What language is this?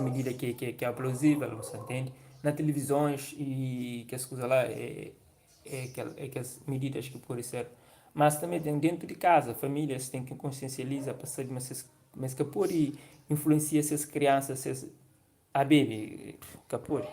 Kabuverdianu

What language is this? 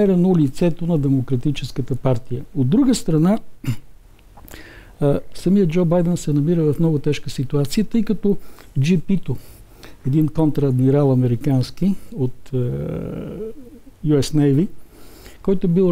Bulgarian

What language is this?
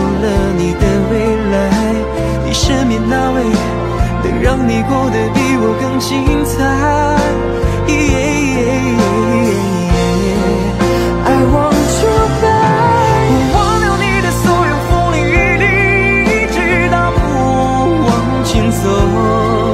Chinese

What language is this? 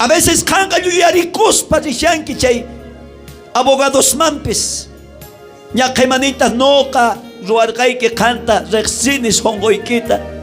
South Bolivian Quechua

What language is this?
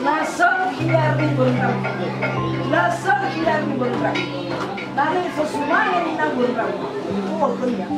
Nias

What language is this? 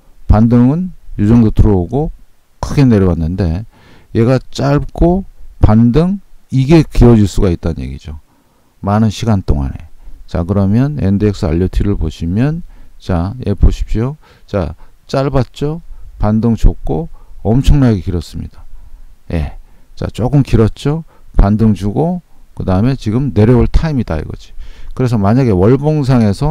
Korean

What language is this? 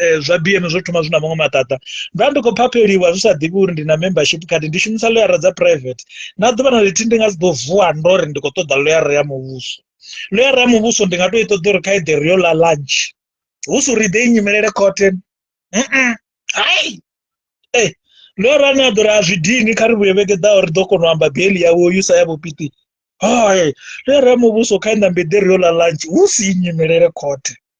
Venda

